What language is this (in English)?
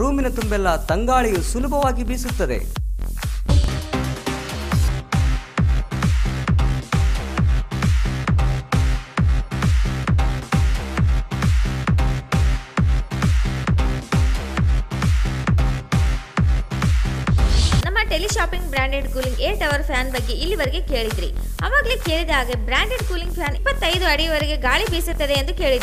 Kannada